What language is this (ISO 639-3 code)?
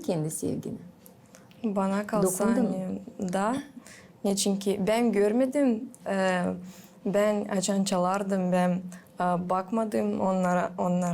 gag